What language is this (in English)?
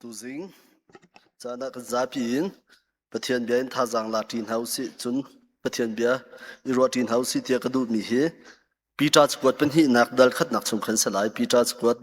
Hakha Chin